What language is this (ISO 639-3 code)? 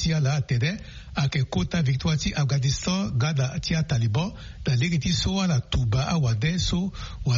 sag